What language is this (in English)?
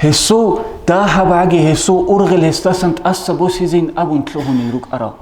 Avaric